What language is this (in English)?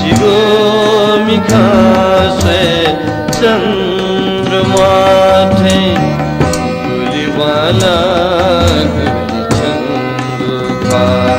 Newari